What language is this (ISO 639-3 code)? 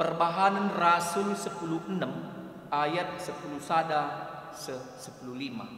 btx